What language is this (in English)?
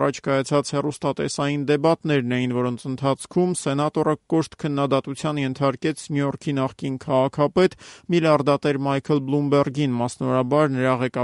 Armenian